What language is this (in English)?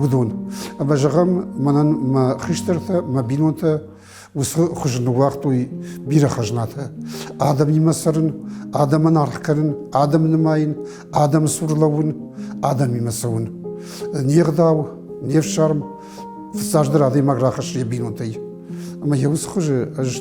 Ossetic